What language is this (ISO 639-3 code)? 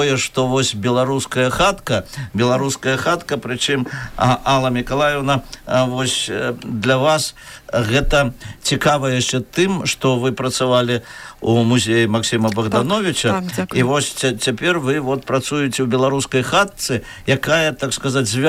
bel